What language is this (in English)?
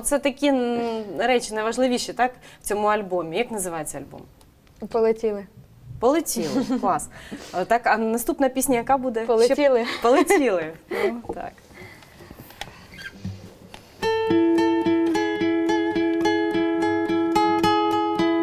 Ukrainian